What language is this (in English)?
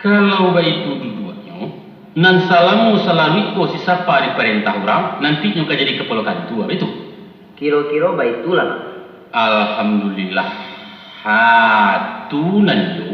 Minangkabau